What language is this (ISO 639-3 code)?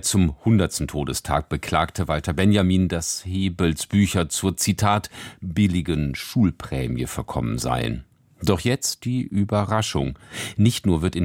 deu